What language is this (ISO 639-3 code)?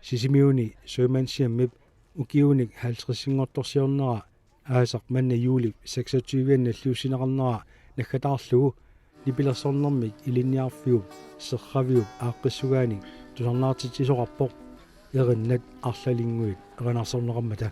kal